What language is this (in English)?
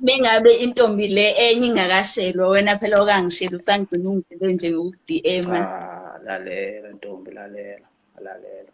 Zulu